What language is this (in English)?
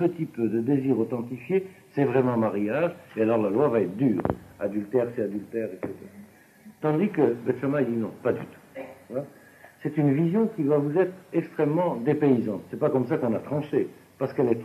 French